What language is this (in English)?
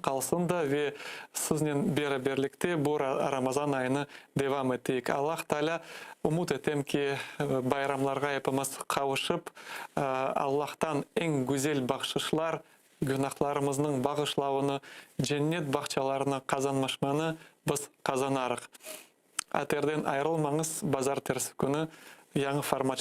Crimean Tatar